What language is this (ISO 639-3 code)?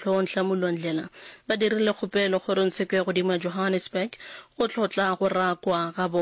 nso